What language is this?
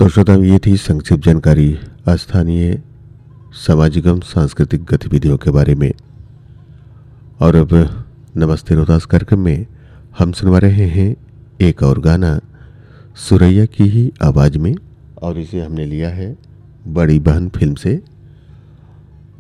Hindi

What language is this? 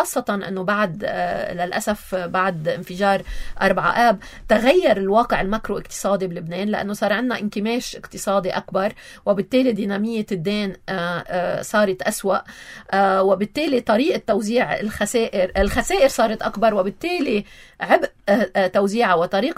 North Levantine Arabic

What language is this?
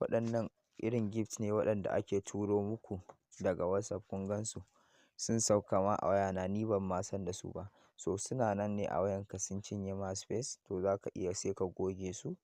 Hausa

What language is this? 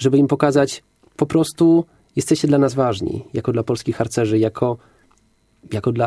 Polish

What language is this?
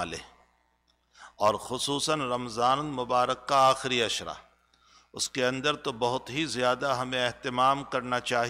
Urdu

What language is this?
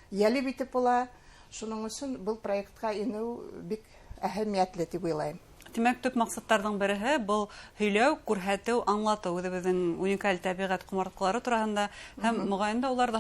Bashkir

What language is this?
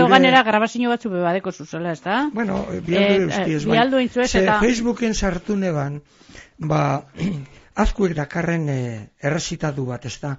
Basque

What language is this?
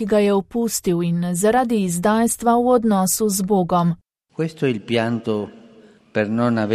Slovenian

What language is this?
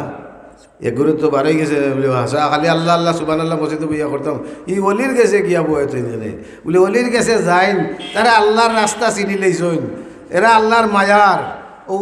Sylheti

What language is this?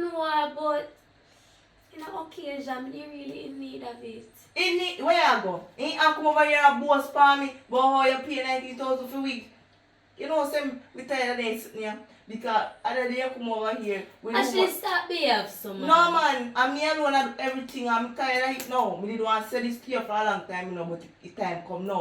Jamaican Creole English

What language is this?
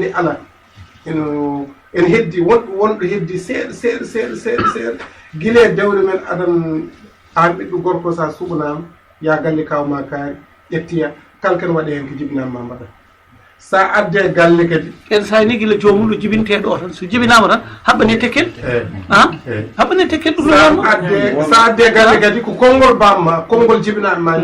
Fula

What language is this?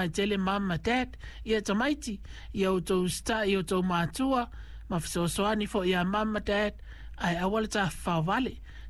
Samoan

